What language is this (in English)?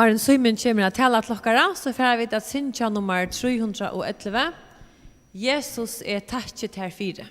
Faroese